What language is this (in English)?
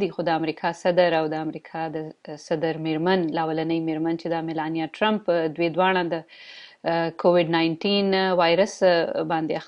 Pashto